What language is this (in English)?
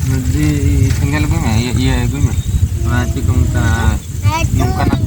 Santali